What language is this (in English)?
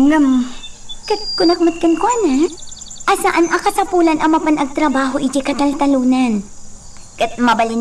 Iloko